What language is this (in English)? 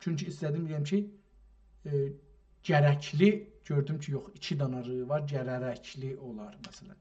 South Azerbaijani